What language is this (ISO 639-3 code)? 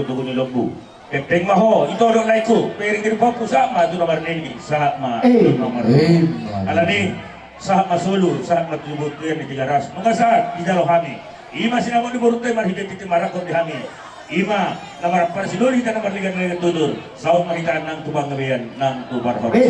bbc